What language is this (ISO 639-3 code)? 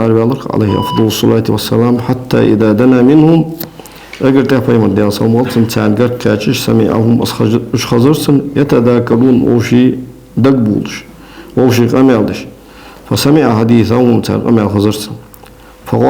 inh